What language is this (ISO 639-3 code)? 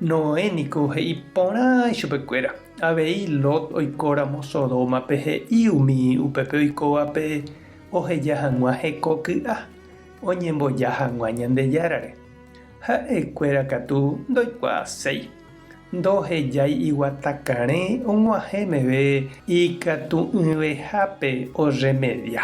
grn